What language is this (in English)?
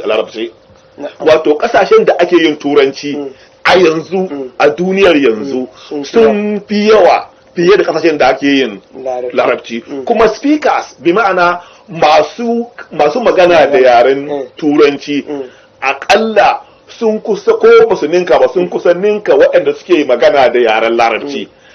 Hausa